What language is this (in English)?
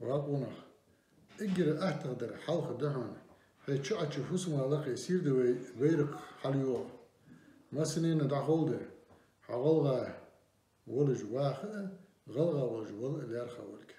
Ingush